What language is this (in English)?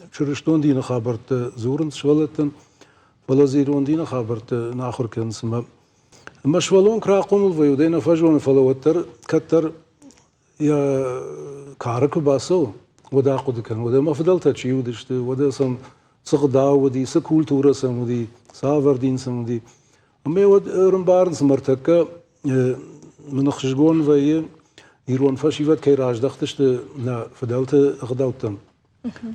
Ossetic